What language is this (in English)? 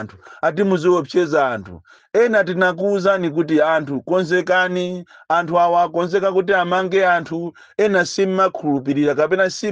Nyanja